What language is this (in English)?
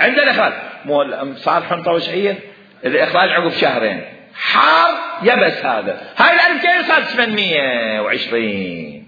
Mesopotamian Arabic